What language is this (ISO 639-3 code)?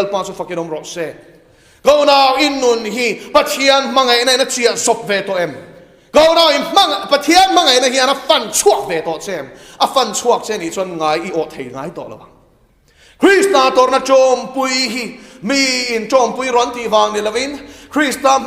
lus